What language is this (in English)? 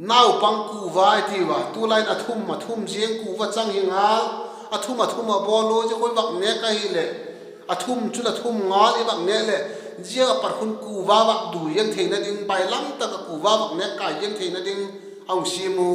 Vaiphei